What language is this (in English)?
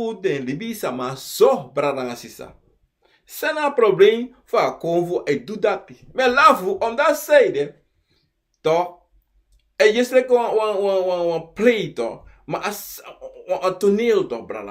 Sranan Tongo